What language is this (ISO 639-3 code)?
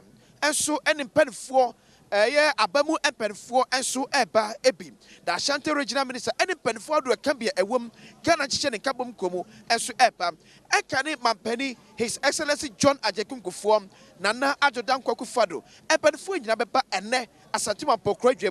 aka